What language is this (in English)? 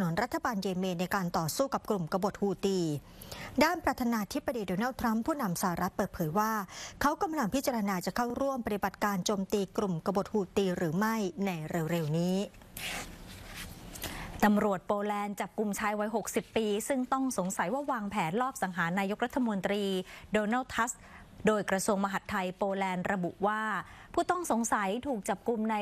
Thai